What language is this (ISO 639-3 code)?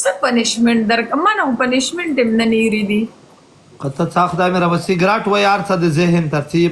pus